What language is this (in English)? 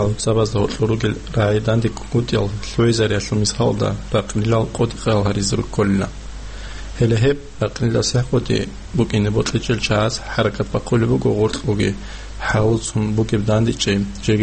Avaric